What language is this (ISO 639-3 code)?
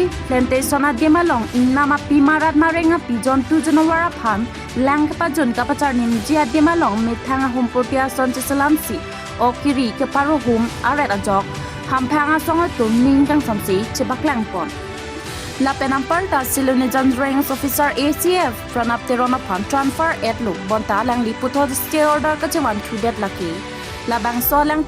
mjw